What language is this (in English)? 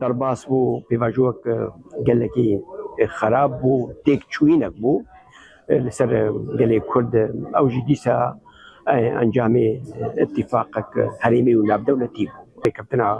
Kurdish